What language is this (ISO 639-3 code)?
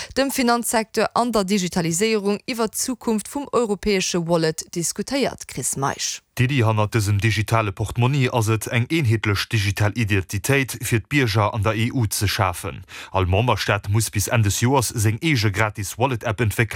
ltz